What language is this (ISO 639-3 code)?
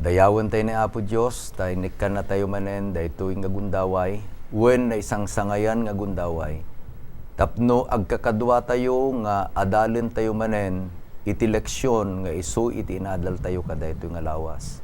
ilo